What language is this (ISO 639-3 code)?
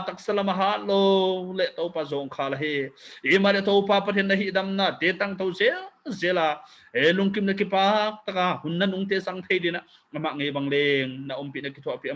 pck